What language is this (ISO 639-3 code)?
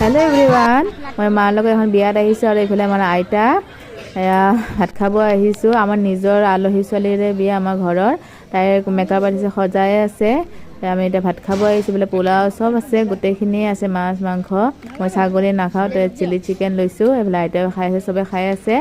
asm